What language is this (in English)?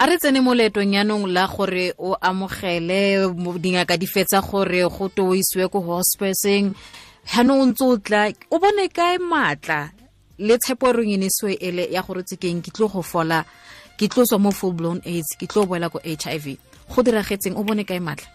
Tswana